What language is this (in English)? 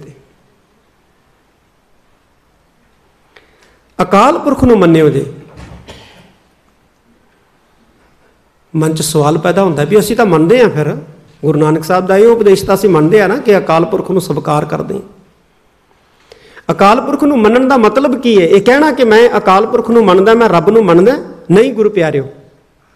Punjabi